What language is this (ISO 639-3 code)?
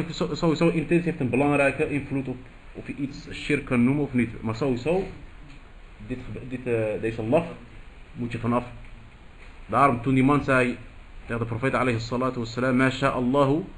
nld